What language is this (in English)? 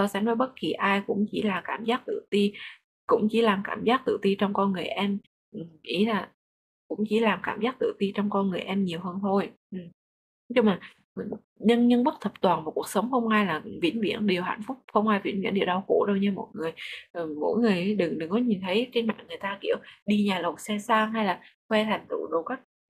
Vietnamese